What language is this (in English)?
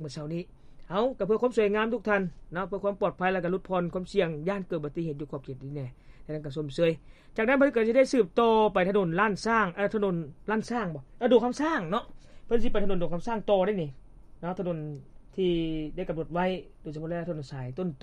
Lao